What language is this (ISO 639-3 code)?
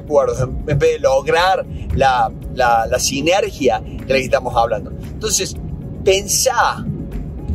spa